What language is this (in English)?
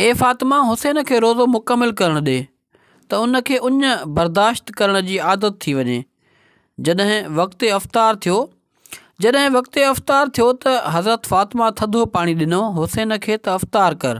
Sindhi